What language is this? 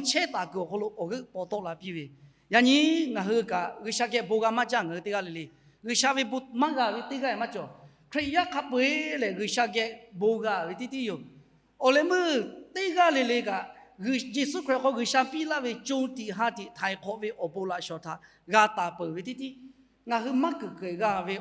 Lahu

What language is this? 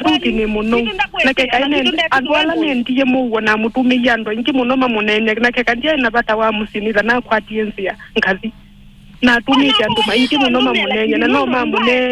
Kamba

